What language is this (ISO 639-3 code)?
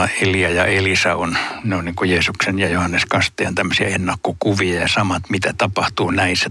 fin